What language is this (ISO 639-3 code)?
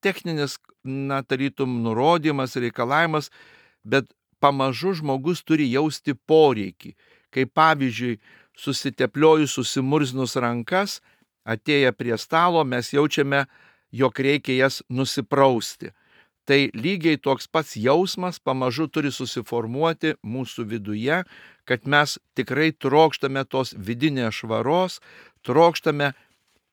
lit